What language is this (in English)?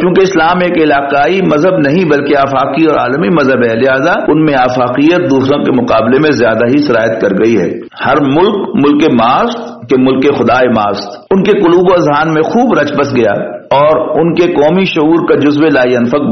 Urdu